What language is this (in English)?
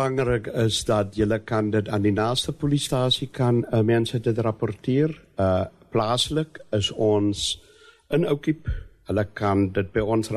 Afrikaans